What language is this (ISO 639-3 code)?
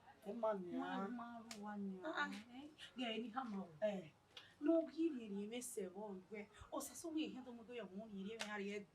bin